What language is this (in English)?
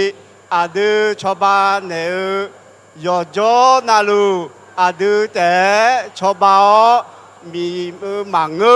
Akha